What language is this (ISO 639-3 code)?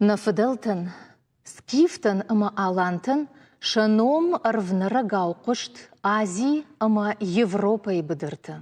oss